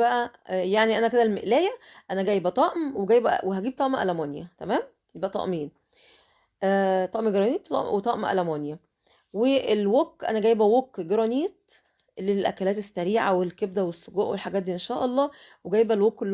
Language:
Egyptian Arabic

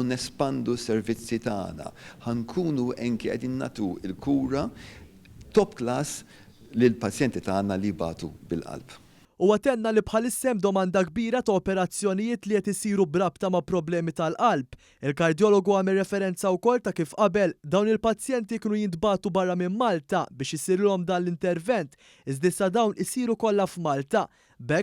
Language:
Maltese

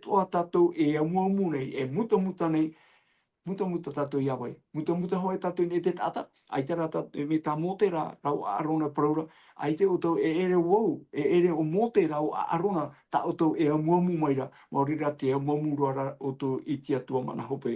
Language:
Tahitian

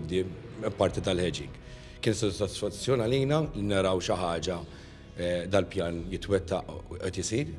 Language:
Maltese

